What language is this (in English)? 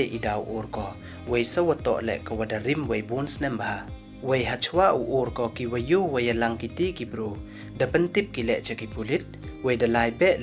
Pnar